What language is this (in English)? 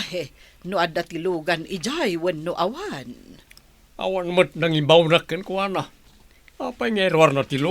Iloko